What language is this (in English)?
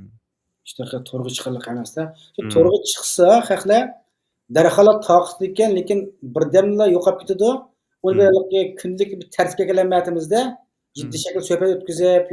Uyghur